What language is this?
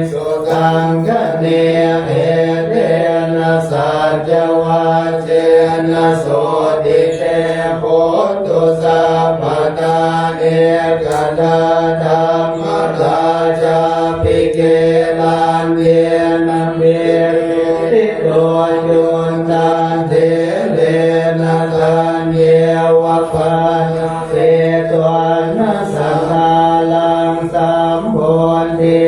Pali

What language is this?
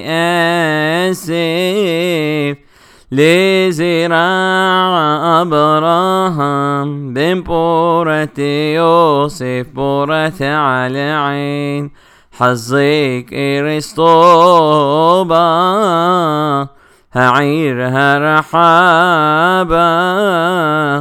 Arabic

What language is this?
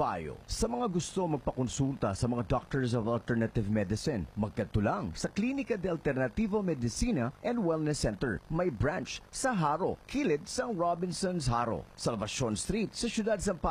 Hiligaynon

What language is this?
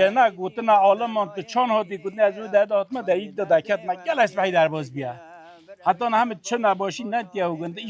Kurdish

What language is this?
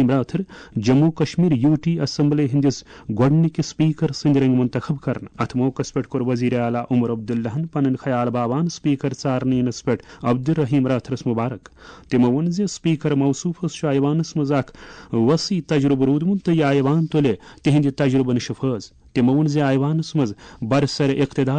Kashmiri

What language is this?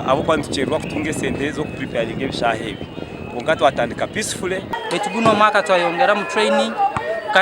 Nyankole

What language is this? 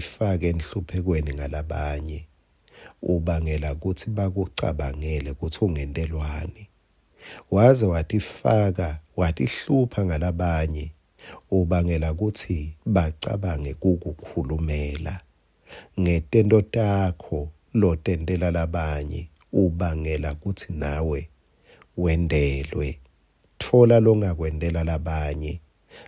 Swati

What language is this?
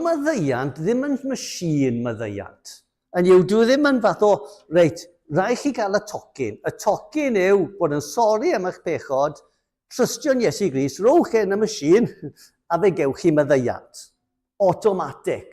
Welsh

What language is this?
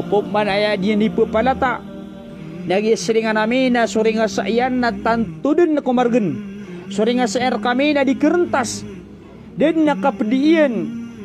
Maranao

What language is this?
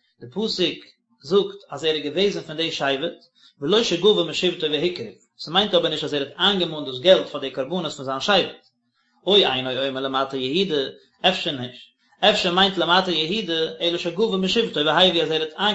Yiddish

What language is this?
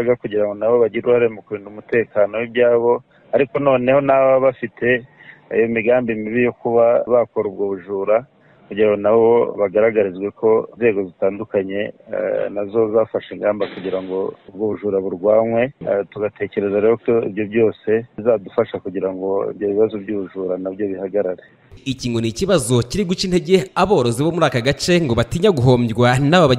Kinyarwanda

